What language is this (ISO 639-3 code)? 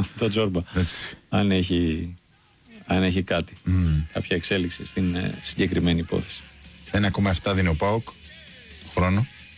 ell